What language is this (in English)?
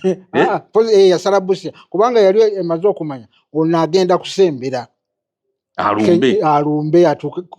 Ganda